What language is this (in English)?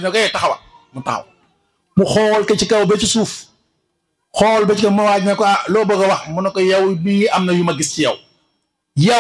Wolof